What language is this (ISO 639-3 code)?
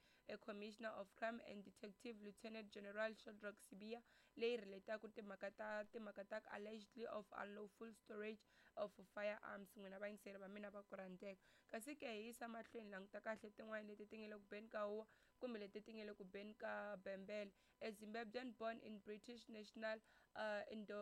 tso